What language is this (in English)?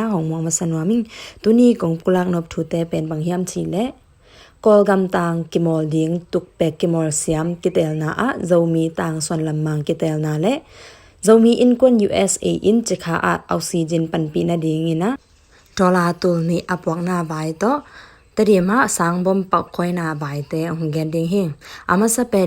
Tedim Chin